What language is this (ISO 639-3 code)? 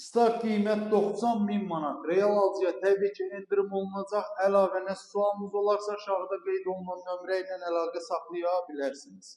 aze